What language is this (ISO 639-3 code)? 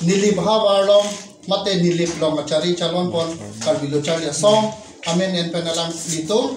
mjw